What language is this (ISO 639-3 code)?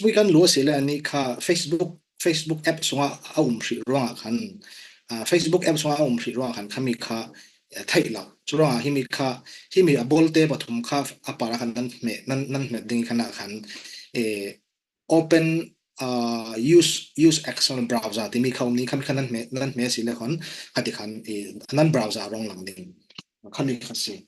cfm